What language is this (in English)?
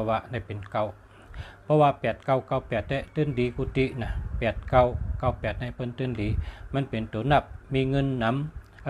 Shan